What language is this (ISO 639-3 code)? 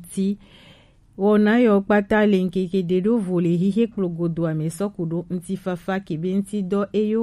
gej